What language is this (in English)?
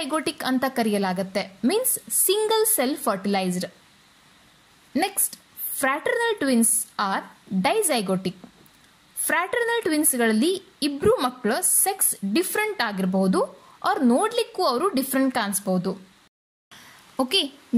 Kannada